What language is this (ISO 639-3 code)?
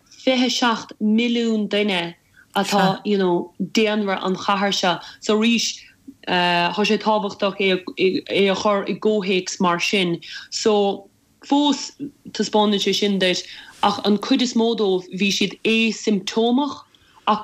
gle